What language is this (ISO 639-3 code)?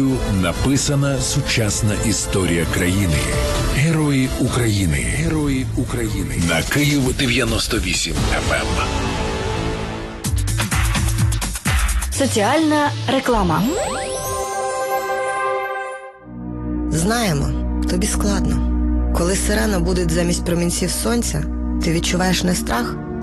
ukr